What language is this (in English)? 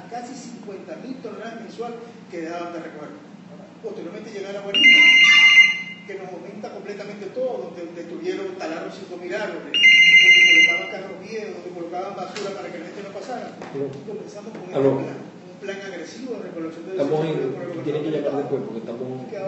Spanish